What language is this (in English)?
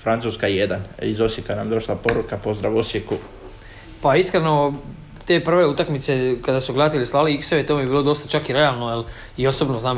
Croatian